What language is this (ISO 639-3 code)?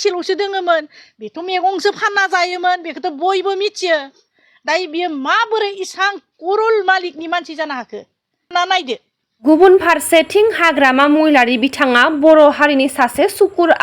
brx